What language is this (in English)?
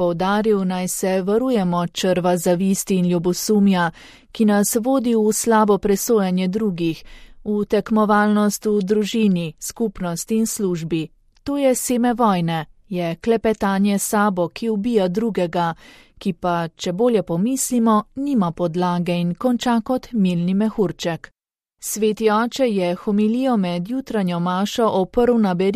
Slovenian